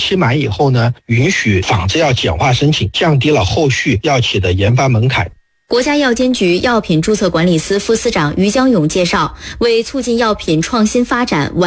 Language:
Chinese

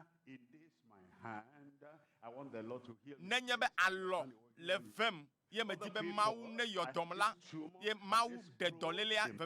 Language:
Ewe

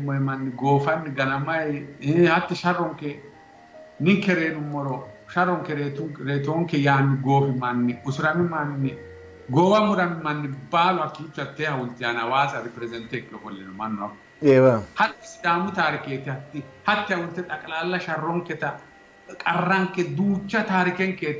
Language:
Sidamo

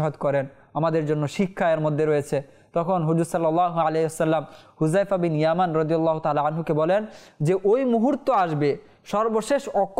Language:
Bangla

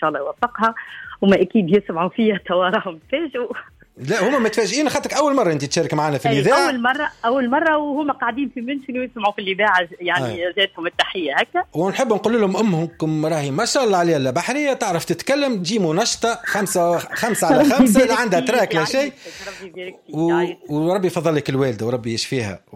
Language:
Tunisian Arabic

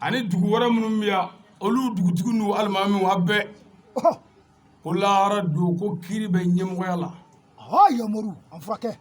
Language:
Bambara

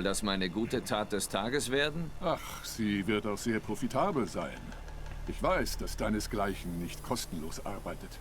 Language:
Swiss German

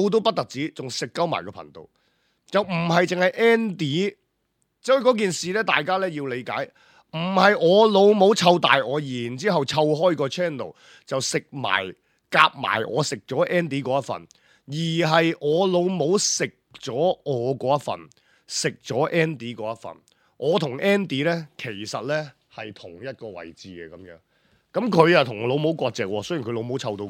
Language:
Cantonese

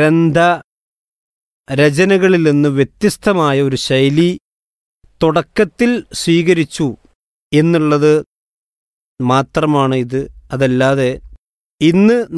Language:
Malayalam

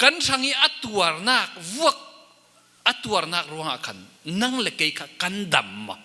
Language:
Falam Chin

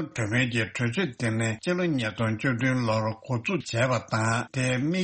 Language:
Tibetan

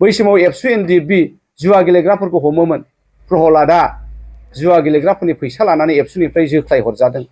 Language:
Bodo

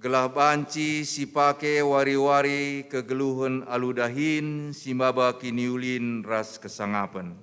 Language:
Batak Karo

